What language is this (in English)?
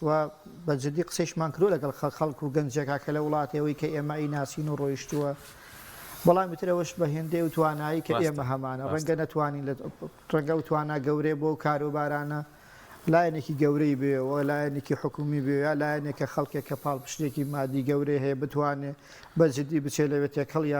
Central Kurdish